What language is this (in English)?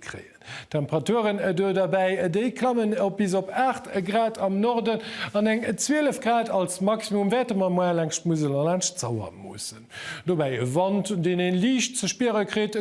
Luxembourgish